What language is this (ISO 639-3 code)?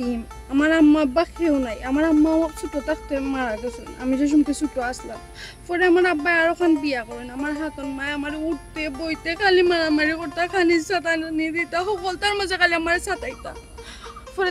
syl